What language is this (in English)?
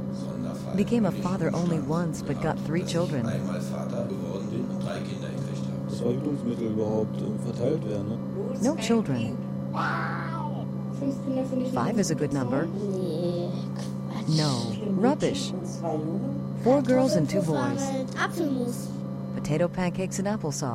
English